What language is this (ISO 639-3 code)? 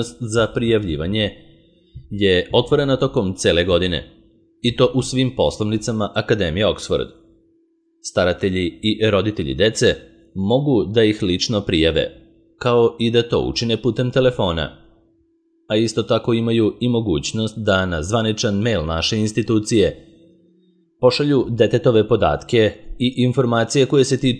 srp